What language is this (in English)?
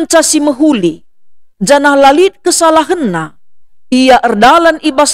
Batak Karo